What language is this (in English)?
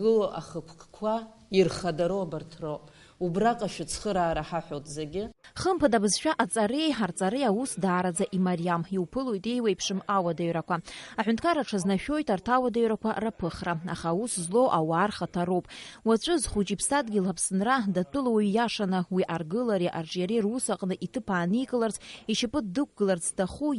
Abkhazian